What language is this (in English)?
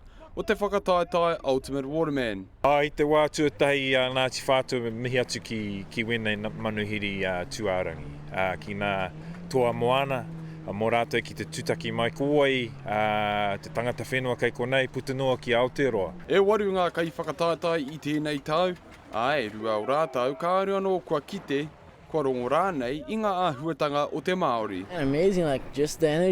Māori